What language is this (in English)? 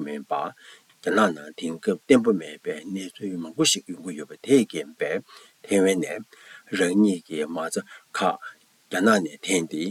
Tibetan